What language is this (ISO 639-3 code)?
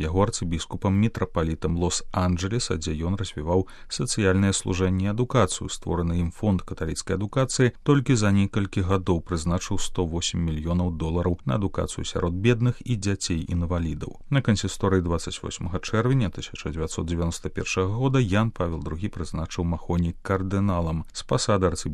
bel